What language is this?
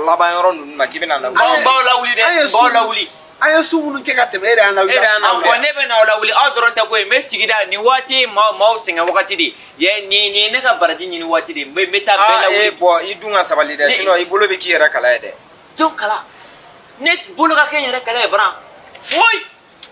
Bambara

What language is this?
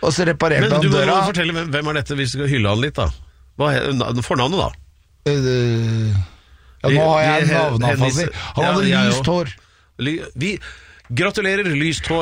Norwegian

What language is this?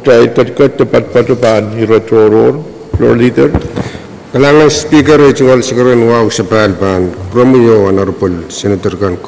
Pohnpeian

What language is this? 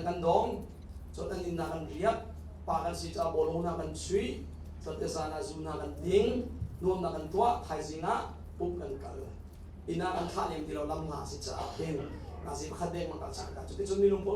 Hakha Chin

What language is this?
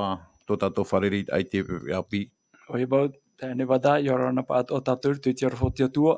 Tahitian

